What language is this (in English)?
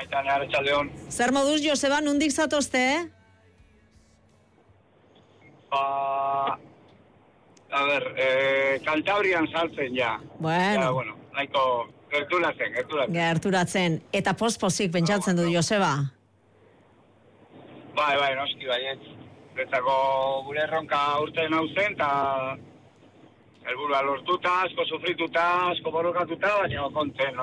Basque